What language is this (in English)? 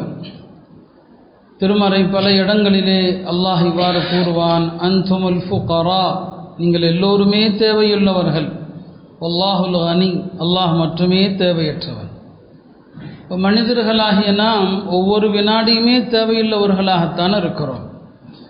Tamil